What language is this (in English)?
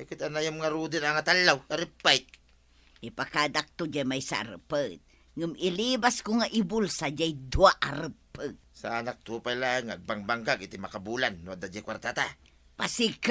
Iloko